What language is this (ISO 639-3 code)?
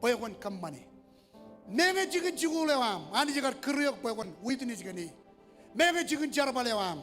mah